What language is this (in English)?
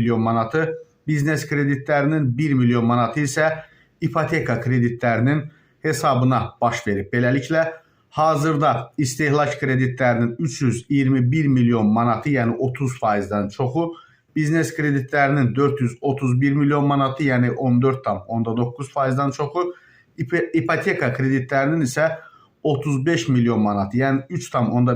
Azerbaijani